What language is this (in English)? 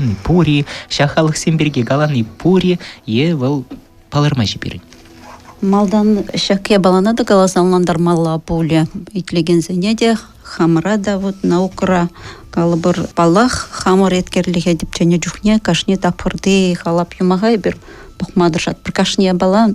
Chuvash